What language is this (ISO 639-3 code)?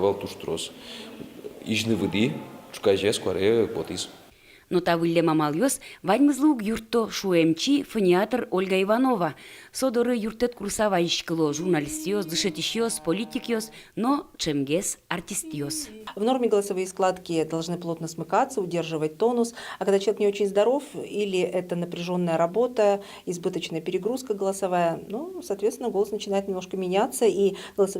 udm